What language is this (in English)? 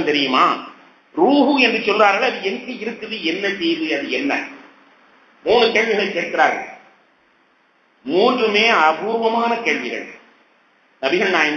Tamil